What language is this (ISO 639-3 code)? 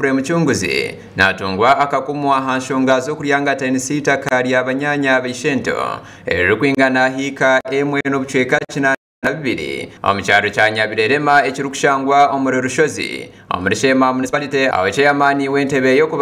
nyn